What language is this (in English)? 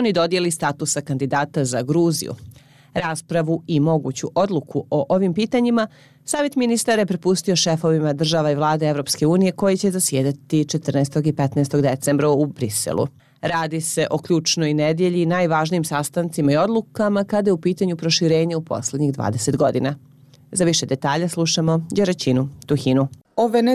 Bosnian